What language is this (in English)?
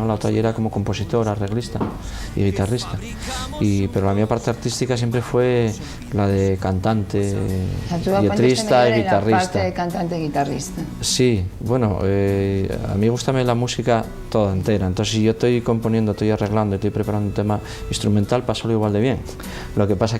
Asturian